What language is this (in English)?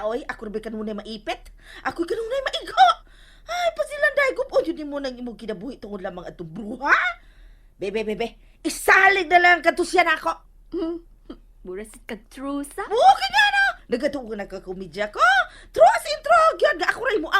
Cebuano